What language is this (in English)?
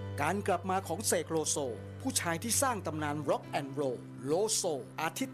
Thai